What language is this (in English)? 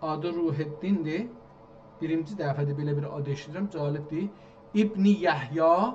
South Azerbaijani